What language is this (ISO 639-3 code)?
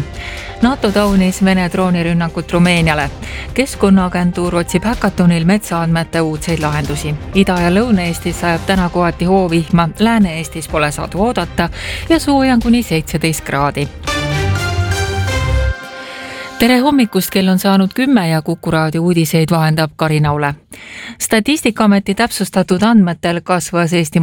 est